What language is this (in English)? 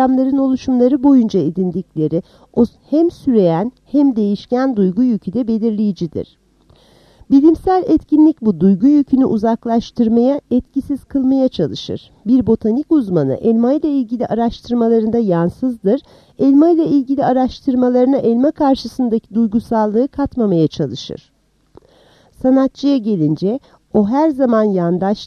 Turkish